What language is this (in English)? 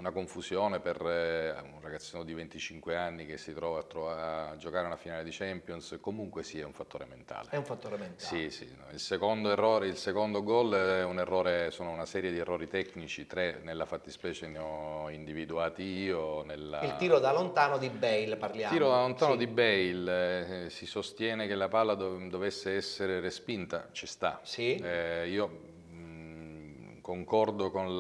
Italian